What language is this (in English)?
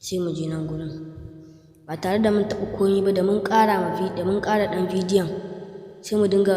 Hausa